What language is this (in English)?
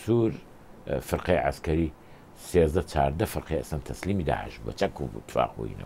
Central Kurdish